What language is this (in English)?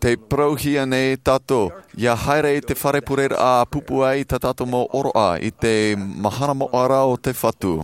Tahitian